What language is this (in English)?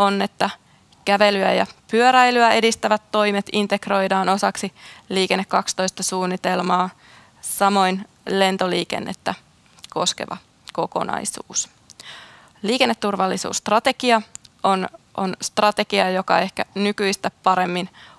Finnish